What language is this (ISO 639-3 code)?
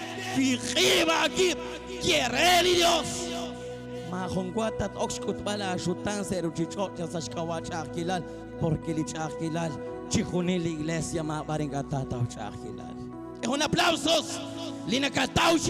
kek